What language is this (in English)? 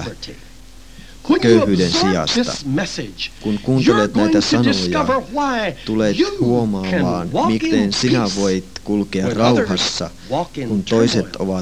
Finnish